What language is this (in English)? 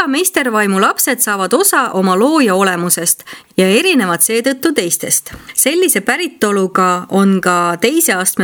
Estonian